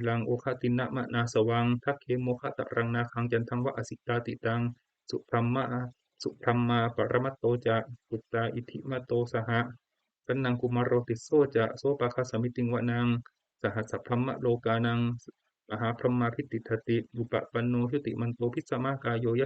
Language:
Pali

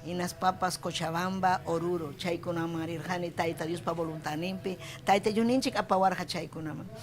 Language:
Ayacucho Quechua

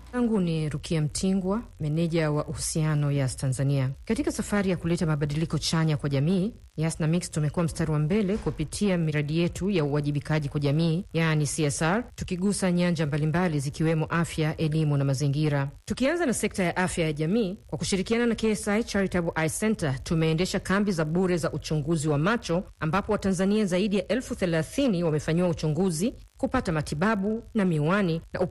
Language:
Swahili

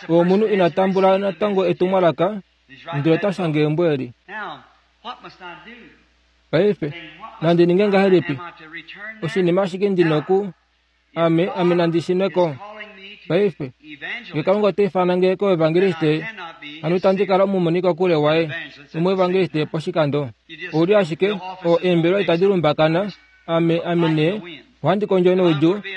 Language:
Kuanyama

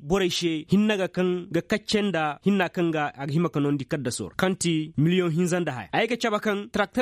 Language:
Koyraboro Senni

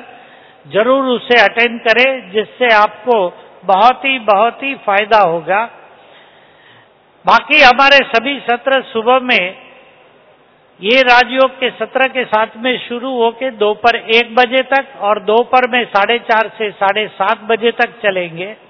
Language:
Hindi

